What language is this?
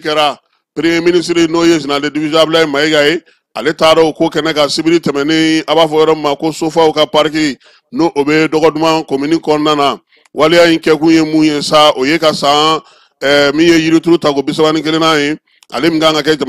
Bambara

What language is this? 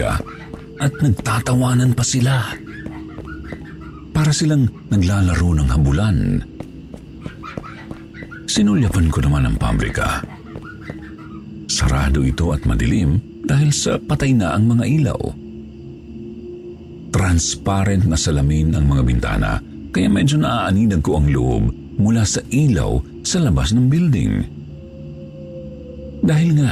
Filipino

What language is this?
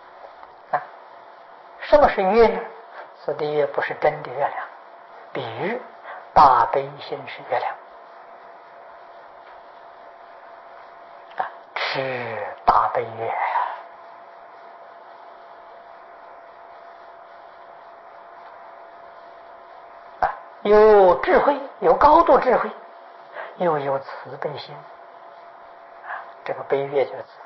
Chinese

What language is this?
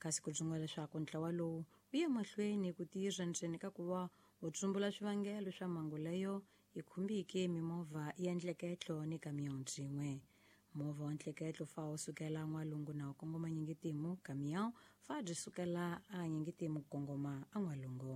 Tsonga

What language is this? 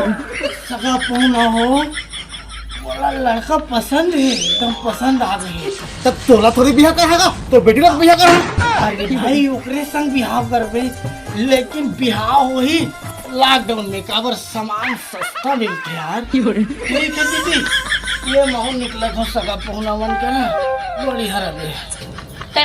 Chhattisgarhi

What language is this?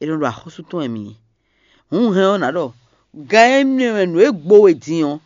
Fon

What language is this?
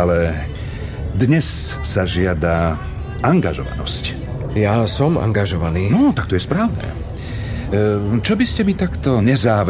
Slovak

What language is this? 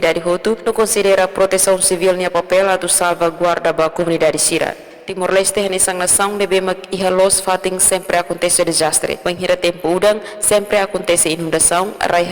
Tetum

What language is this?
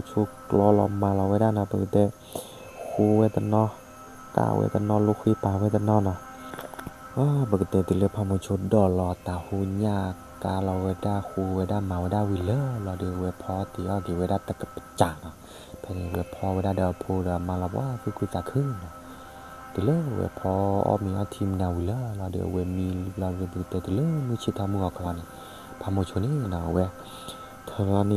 S'gaw Karen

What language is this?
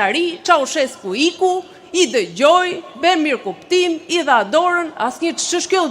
Albanian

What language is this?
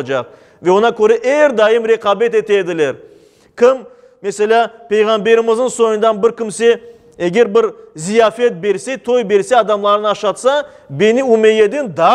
Crimean Tatar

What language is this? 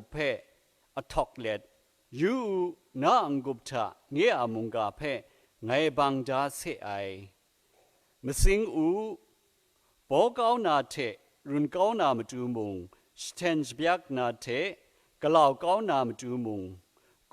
Kachin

